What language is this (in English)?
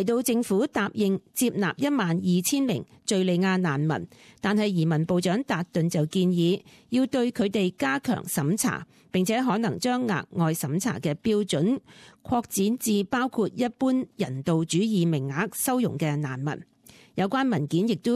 Cantonese